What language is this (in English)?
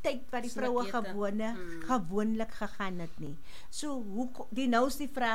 Afrikaans